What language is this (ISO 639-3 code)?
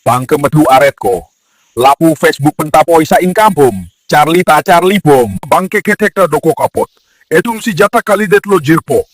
mjw